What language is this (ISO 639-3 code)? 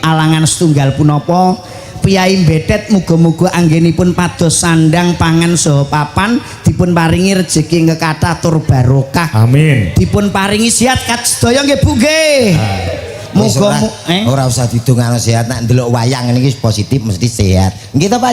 jav